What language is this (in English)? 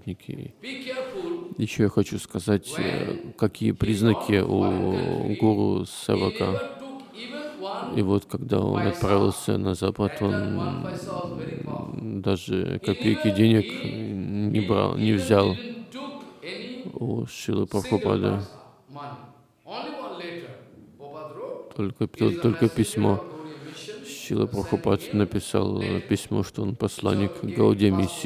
Russian